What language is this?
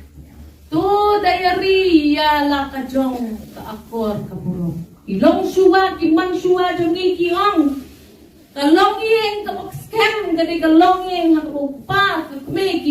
Khasi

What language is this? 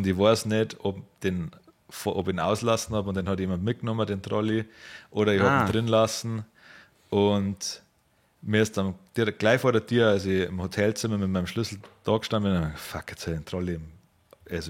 Bavarian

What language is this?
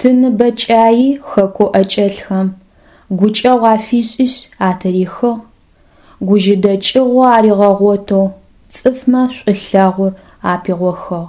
Adyghe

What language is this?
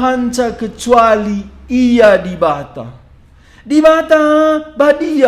Batak Karo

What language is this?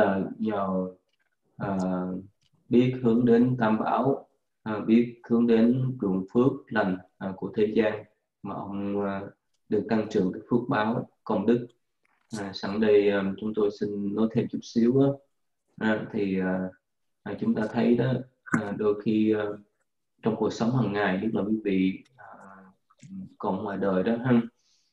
Vietnamese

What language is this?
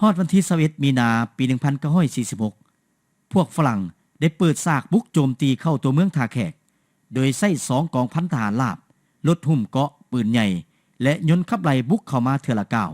Lao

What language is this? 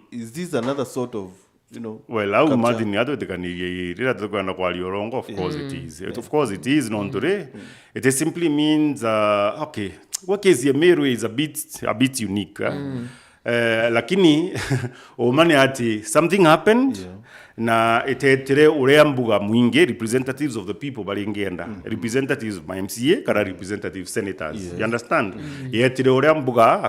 Meru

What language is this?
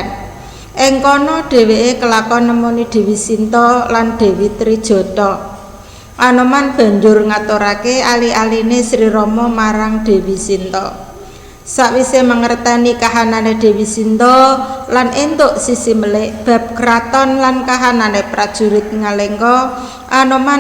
Javanese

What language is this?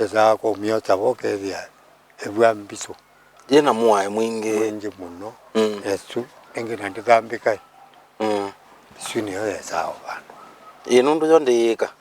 Kamba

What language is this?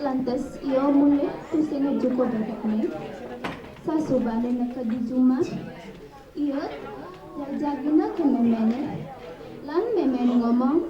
Balinese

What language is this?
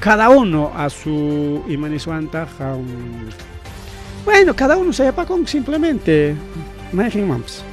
Ayacucho Quechua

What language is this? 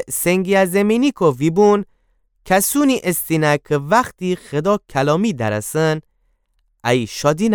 Gilaki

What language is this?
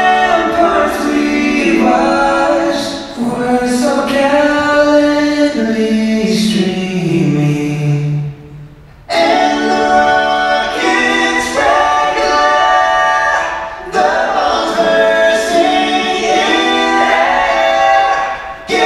English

